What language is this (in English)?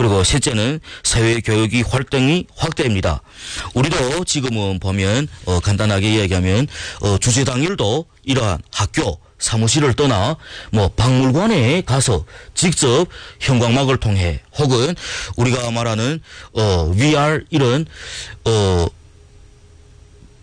Korean